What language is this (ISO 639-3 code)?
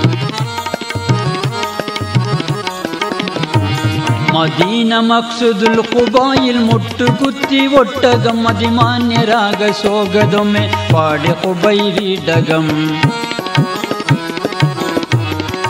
mal